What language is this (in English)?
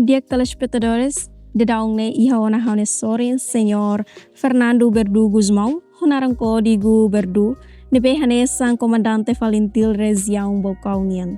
Tetum